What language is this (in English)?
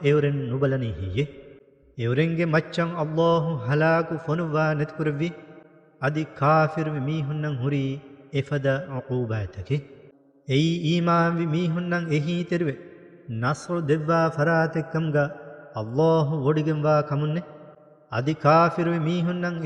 Divehi